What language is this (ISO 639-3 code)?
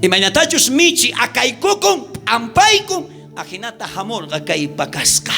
quh